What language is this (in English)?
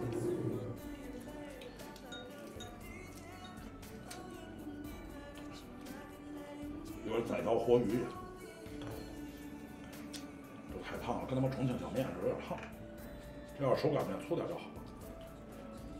Chinese